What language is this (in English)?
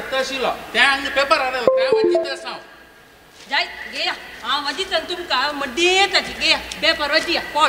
Konkani